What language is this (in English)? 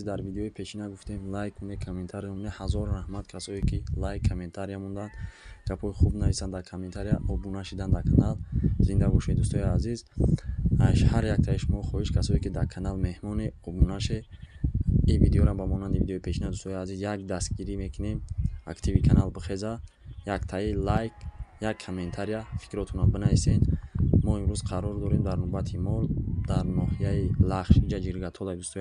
Tajik